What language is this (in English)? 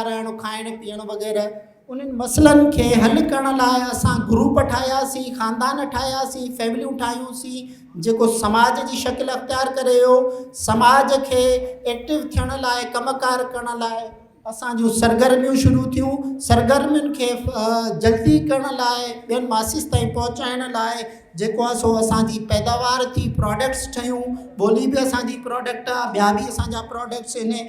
Sindhi